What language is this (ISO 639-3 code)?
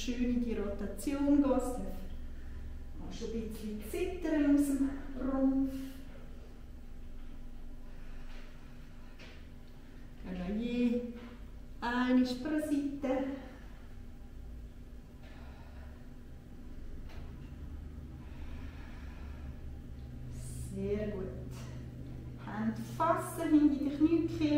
deu